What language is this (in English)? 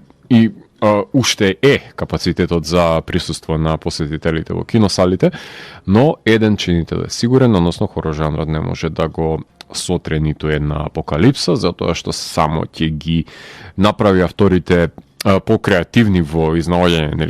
Macedonian